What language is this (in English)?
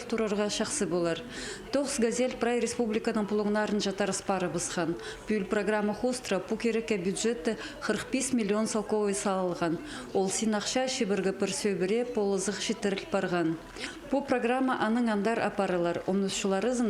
Khakas